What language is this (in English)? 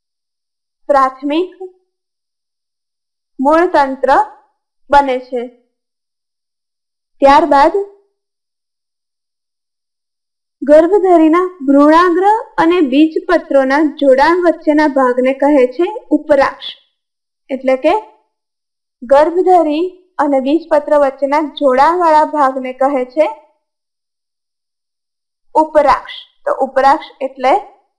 Gujarati